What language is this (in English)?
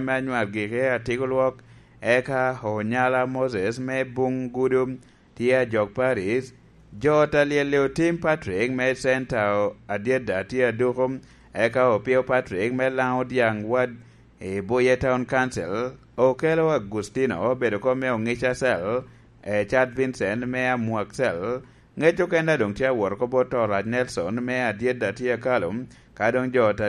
Lango (Uganda)